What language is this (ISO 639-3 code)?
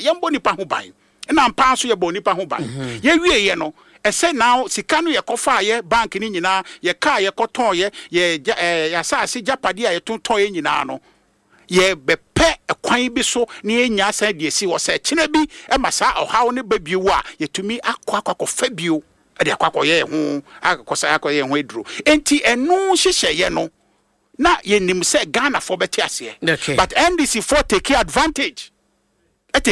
aka